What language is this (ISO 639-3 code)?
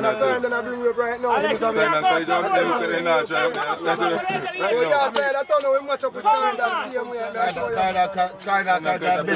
jam